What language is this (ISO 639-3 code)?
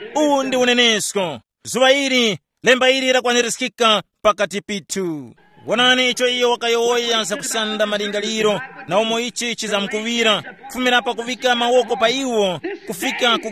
tum